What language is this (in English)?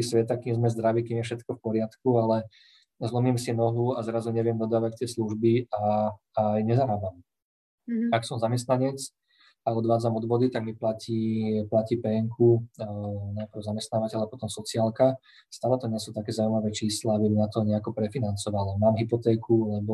Slovak